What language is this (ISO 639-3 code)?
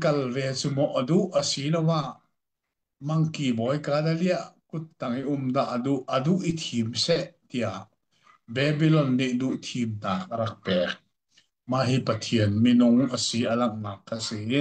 cnh